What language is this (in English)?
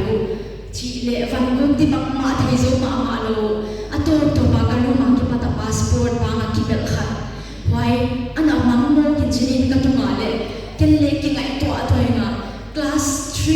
Paite Chin